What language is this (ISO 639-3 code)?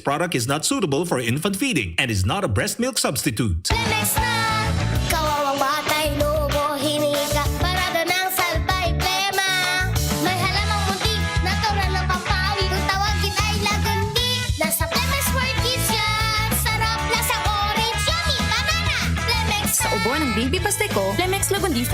bik